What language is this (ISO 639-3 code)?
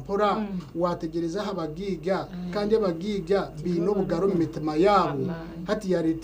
nyn